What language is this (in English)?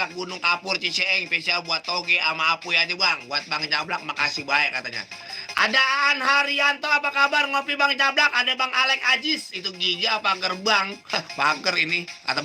Betawi